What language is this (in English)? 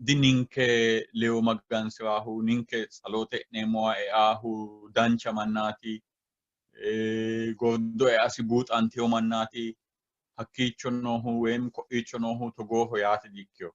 Sidamo